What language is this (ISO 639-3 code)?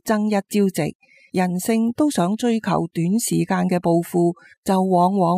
yue